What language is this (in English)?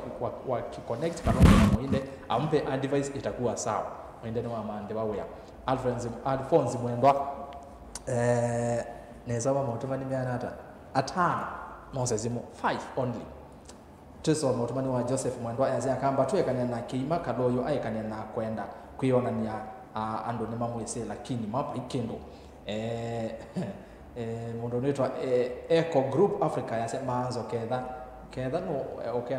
Kamba